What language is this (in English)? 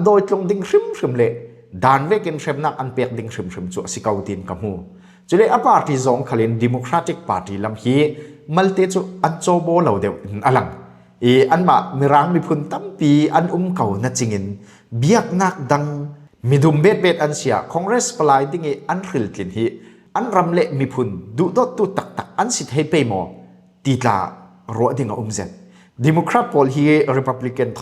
Falam Chin